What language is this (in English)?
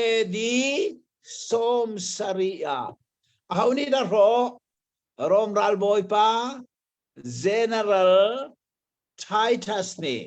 Hakha Chin